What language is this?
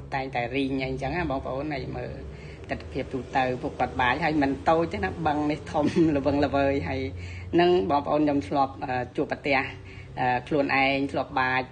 Khmer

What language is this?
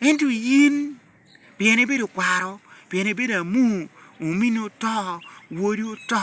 Lango (Uganda)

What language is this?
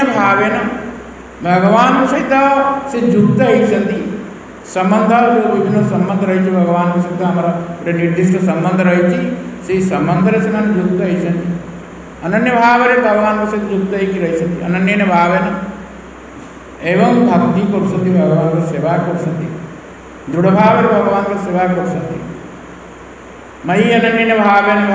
Odia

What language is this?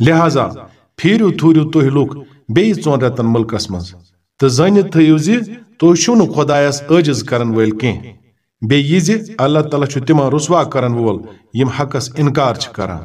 Kashmiri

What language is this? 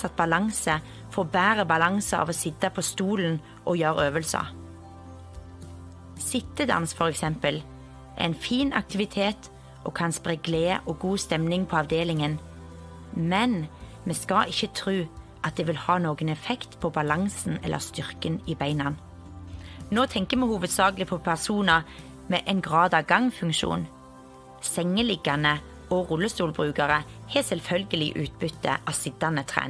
Norwegian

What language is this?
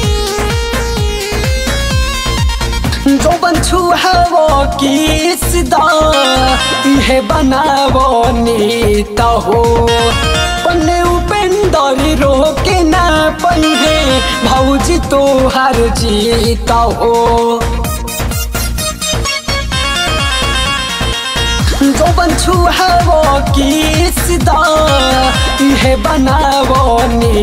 Bhojpuri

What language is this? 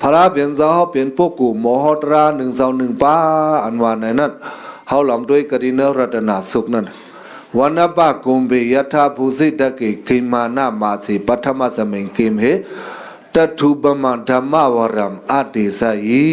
Shan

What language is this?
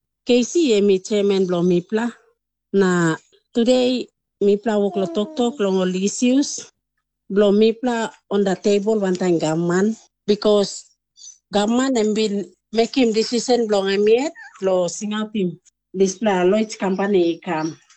Tok Pisin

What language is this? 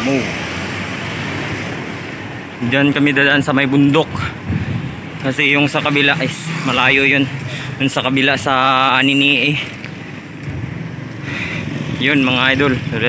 Filipino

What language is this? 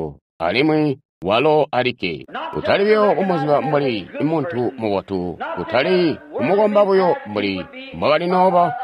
Tonga (Zambia)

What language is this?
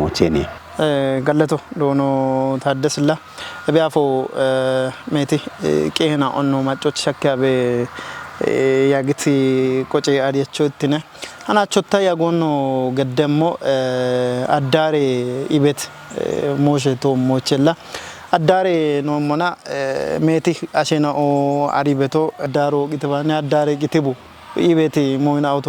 Kafa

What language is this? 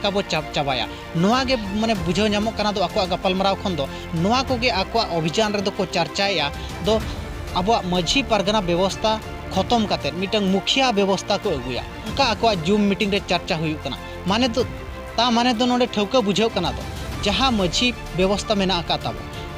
Santali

